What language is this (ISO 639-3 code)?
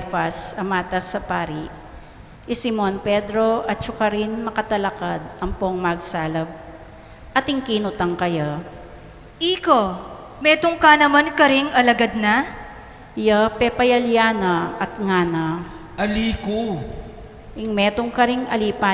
pam